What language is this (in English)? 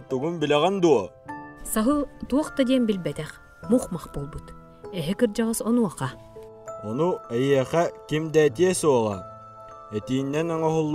Yakut